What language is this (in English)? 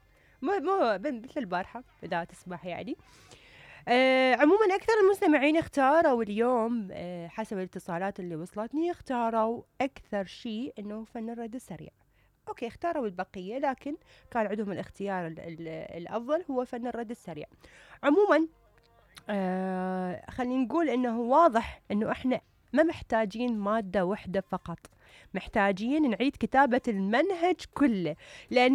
Mesopotamian Arabic